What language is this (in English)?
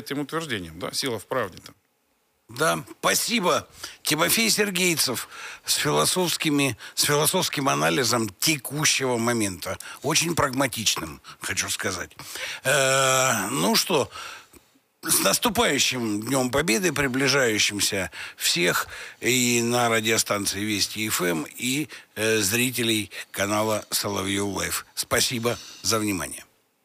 Russian